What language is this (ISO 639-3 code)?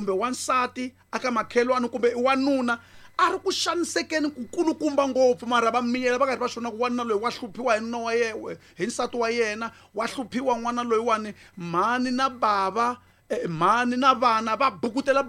tso